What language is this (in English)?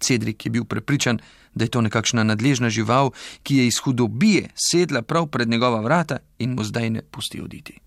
Slovenian